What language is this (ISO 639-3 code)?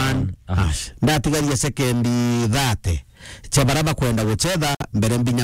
mer